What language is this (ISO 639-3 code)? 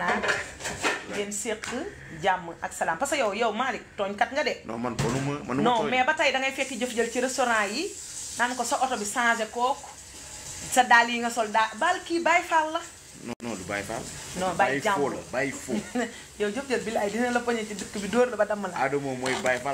wol